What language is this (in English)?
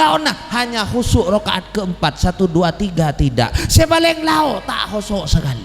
Madurese